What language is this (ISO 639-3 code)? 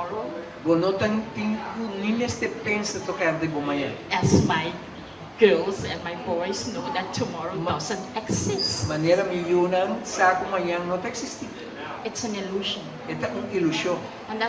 pap